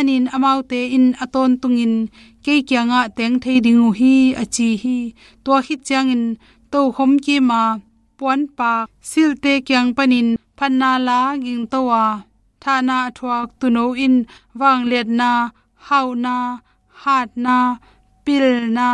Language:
Tedim Chin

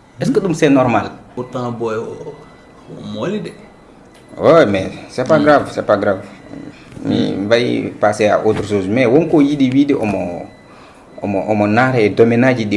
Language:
Fula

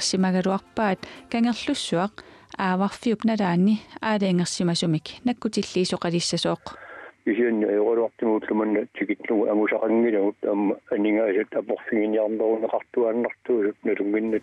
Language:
Kalaallisut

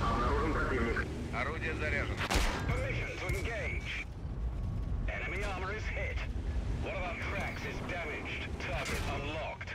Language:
Yakut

